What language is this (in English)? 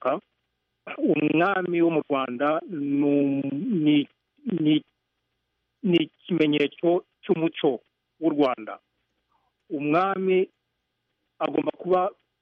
Kinyarwanda